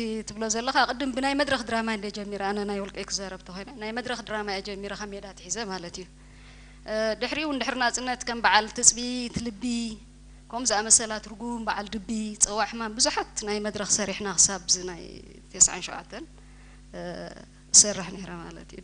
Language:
Tigrinya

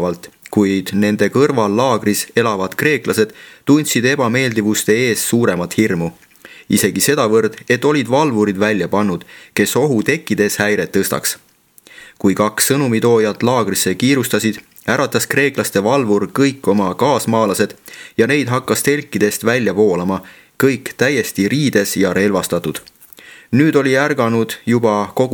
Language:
Estonian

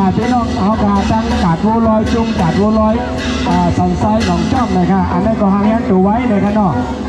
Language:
Shan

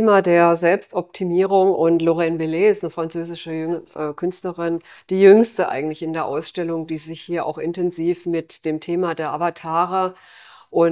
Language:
German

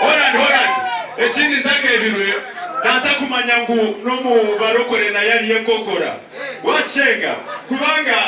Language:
Nyankole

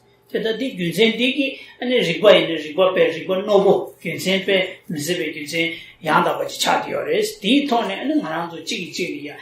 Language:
Tibetan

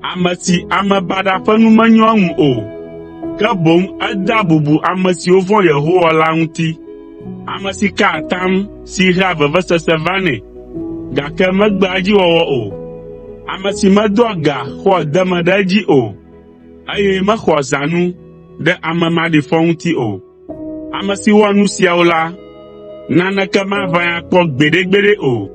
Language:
Ewe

